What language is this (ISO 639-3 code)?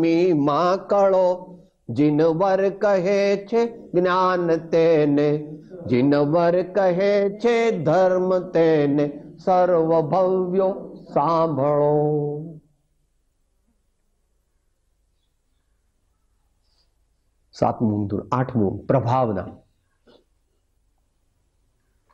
guj